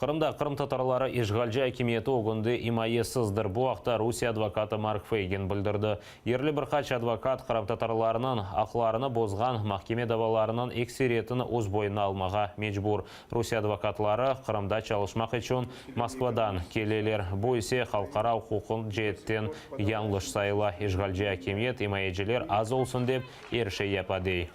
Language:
Crimean Tatar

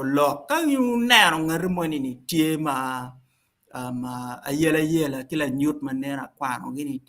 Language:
Acoli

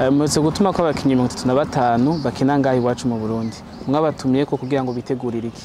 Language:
Rundi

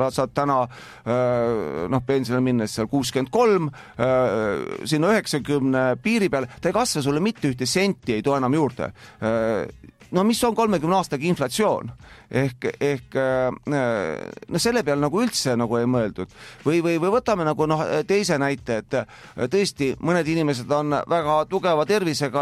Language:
Estonian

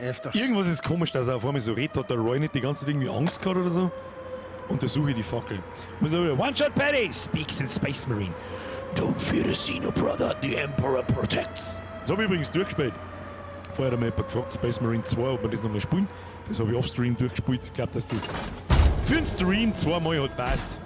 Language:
Bavarian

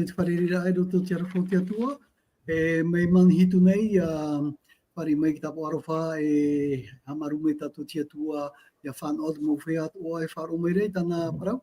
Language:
Tahitian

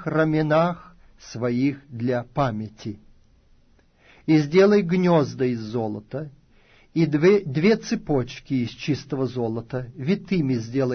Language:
Russian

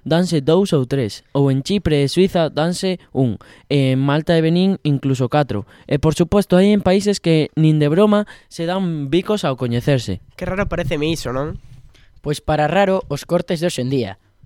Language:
Galician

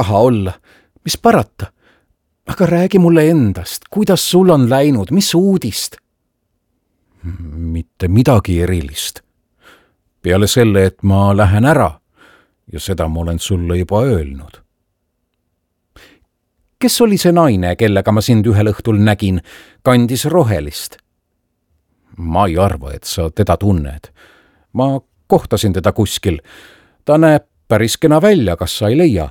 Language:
Estonian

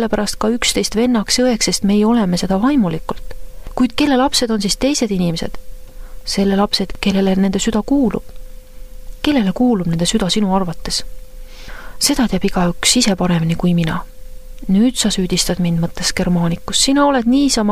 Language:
Estonian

